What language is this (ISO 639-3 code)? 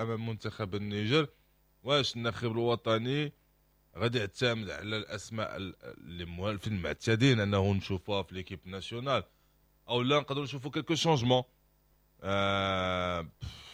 ary